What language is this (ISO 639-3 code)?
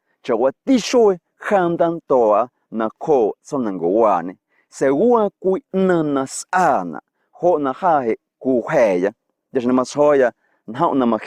amu